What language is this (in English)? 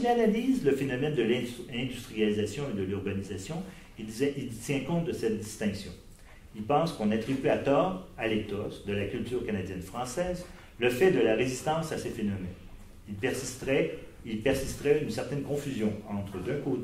French